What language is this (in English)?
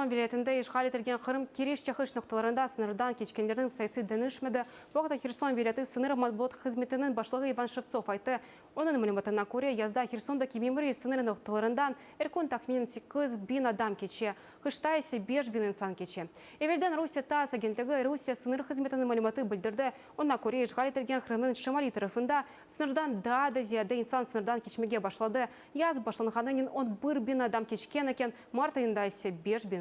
Crimean Tatar